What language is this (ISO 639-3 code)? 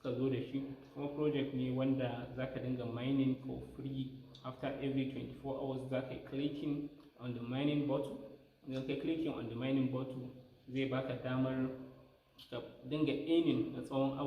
hau